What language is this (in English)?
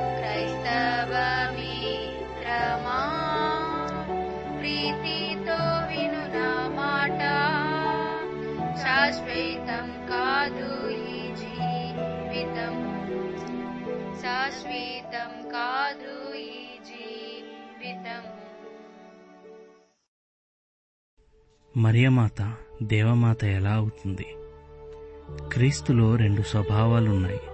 Telugu